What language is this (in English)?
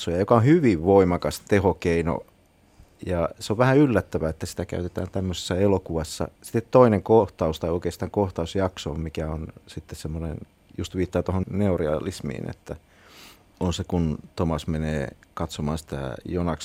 Finnish